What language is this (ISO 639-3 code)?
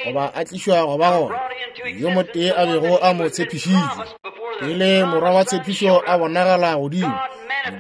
nso